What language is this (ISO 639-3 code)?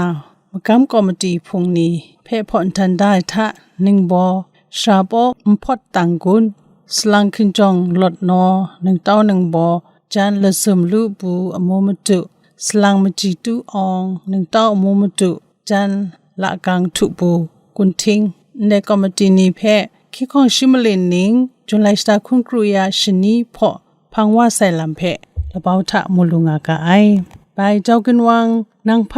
kac